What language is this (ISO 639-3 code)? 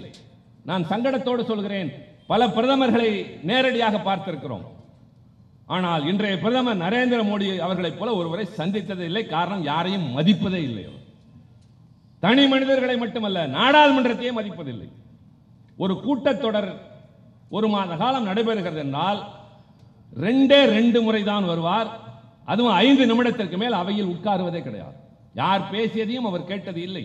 tam